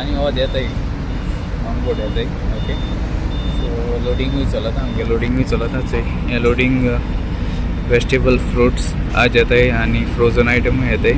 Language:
Konkani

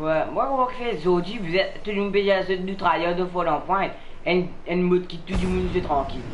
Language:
Morisyen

